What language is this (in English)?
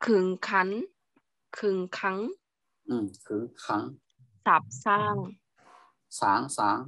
Shan